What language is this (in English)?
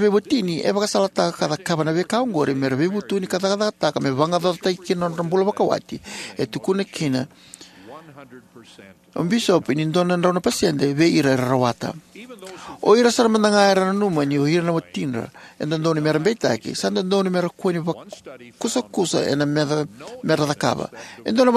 Fijian